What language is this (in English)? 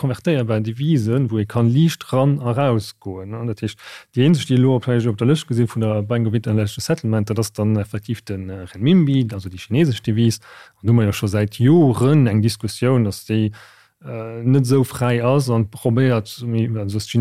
Luxembourgish